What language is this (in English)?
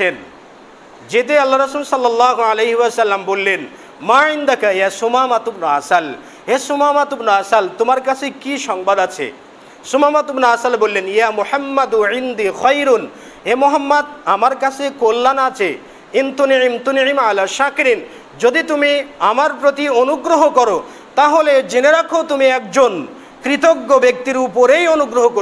Bangla